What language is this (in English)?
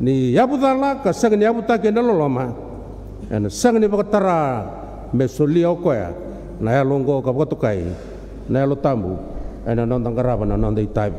Fijian